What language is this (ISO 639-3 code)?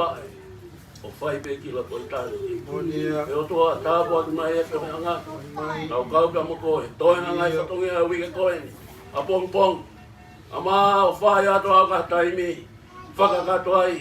ton